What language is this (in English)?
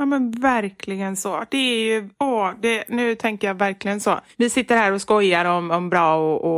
Swedish